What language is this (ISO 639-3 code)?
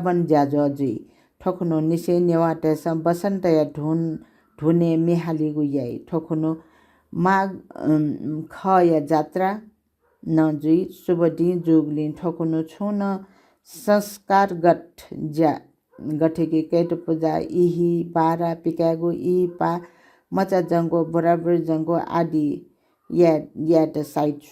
new